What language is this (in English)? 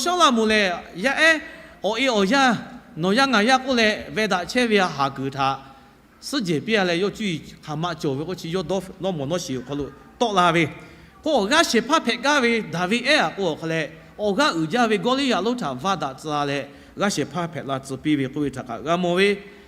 Lahu